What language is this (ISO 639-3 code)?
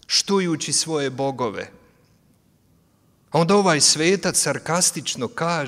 hrv